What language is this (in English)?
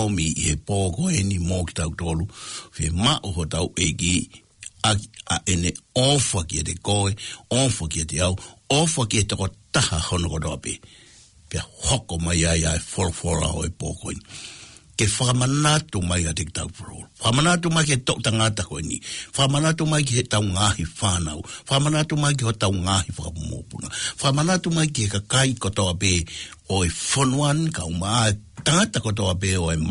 Tongan